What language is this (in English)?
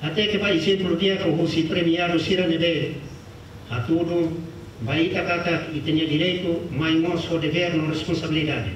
Tetum